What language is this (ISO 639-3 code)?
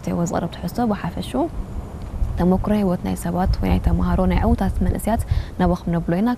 tir